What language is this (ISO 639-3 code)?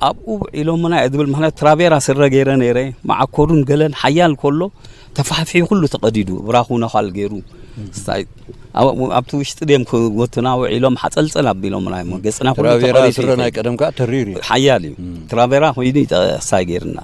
tir